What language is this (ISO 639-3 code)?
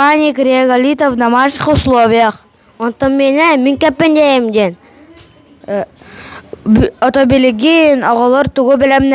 sah